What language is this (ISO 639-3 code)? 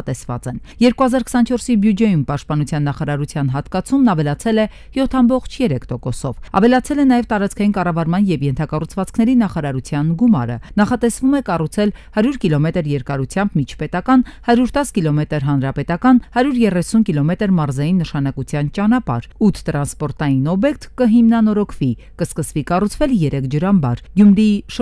hye